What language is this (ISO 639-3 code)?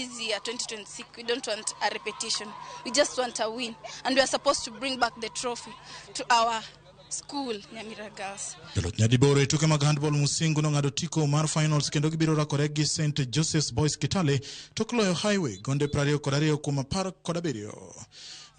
luo